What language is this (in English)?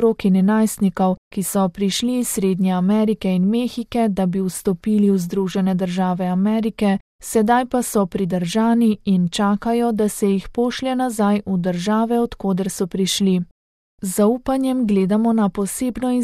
Slovenian